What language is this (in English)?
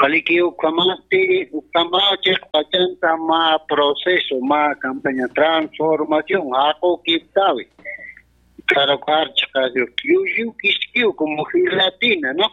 Aymara